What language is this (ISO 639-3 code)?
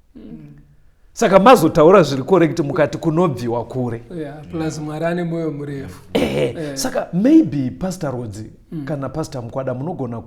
sna